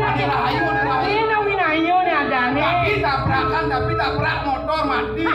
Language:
Balinese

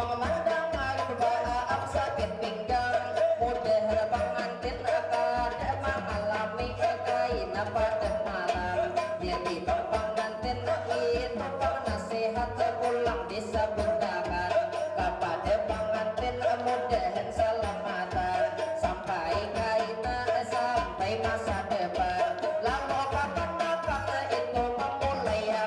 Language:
Banjar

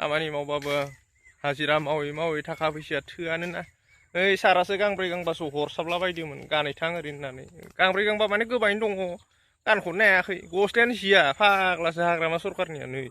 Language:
Bodo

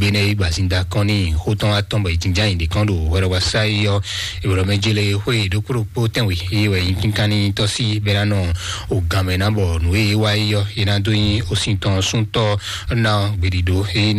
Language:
Fon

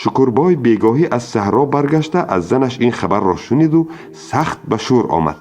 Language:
Tajik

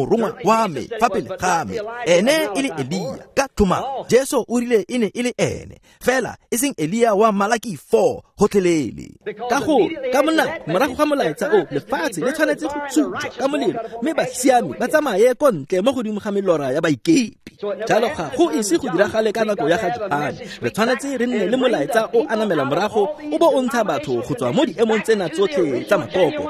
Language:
Tswana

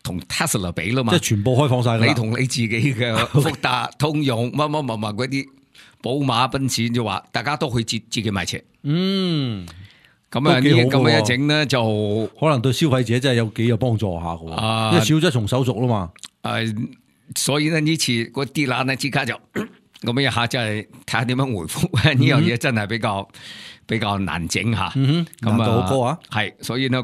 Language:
Cantonese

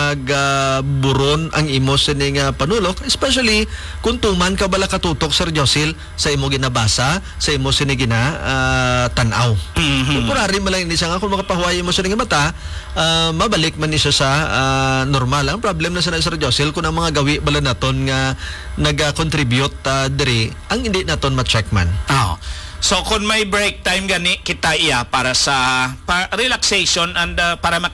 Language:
Hiligaynon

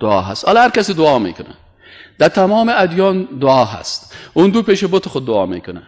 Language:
Persian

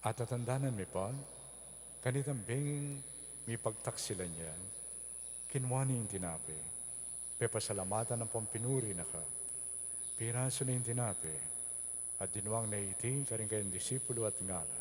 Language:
Pampanga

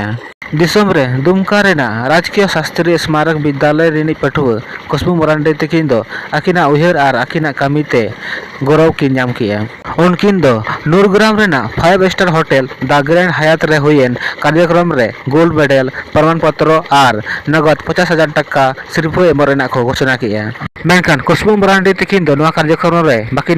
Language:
Santali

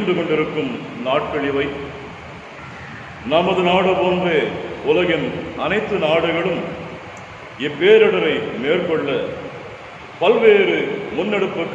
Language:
Tamil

